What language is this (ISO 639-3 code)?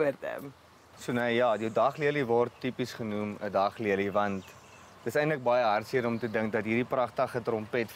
afr